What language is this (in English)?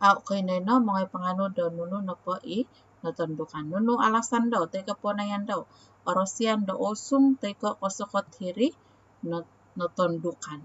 Central Dusun